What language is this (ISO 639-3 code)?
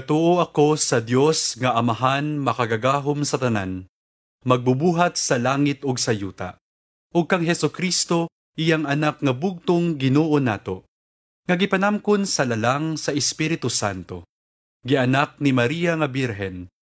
ceb